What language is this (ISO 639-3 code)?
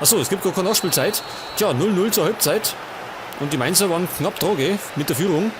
bar